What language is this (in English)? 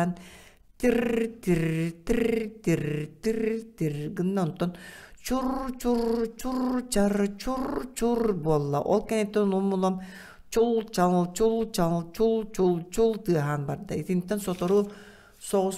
Yakut